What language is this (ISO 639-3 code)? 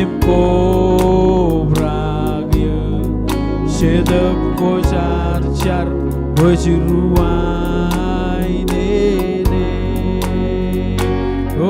mah